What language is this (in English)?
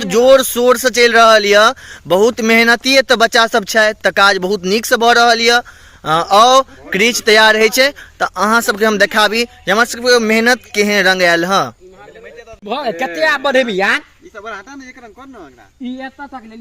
Maithili